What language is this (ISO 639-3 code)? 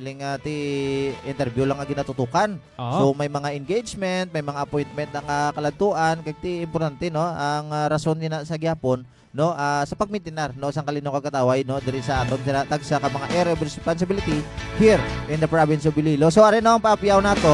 hil